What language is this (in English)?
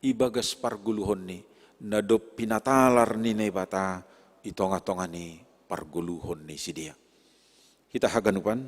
Batak Simalungun